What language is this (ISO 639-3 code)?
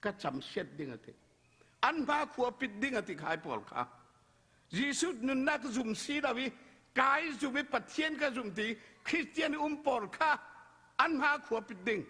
cfm